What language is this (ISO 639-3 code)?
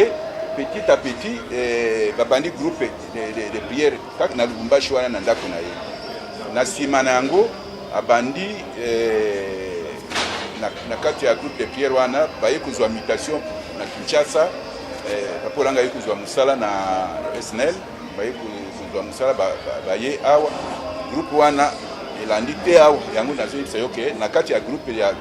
lin